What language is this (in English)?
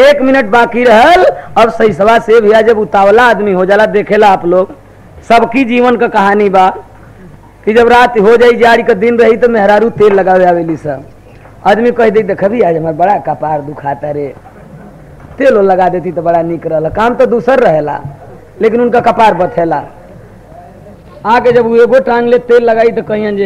Bhojpuri